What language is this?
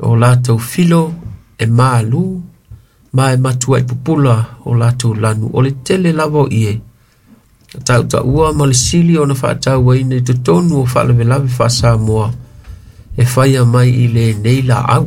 Samoan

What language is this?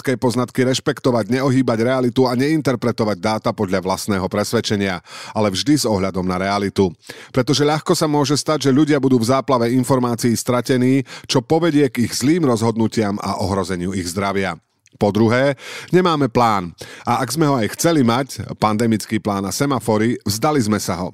Slovak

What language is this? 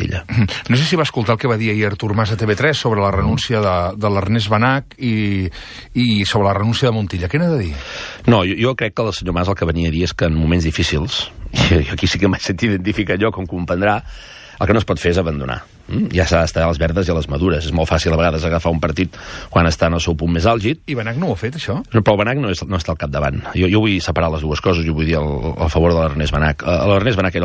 Catalan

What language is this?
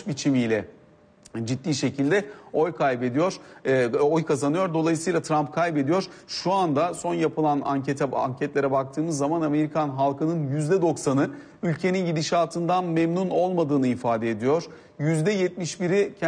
Turkish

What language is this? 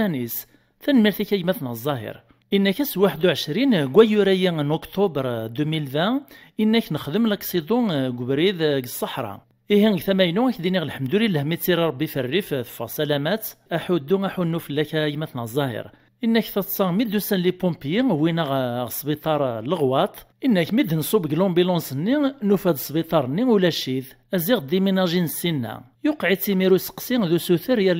Kabyle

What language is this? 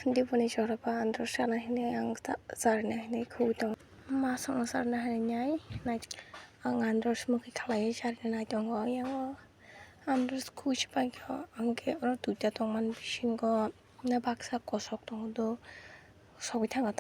Kok Borok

